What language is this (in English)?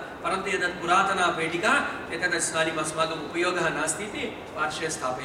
Sanskrit